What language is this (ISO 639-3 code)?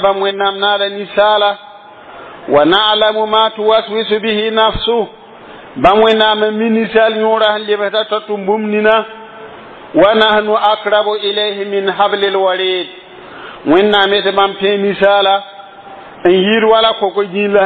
mos